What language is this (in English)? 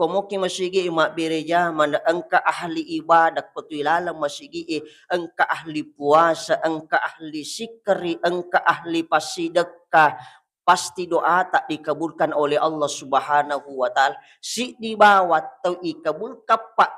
Buginese